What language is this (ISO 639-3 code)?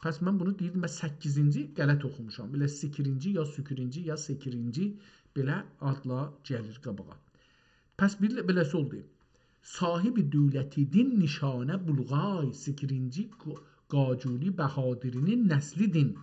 azb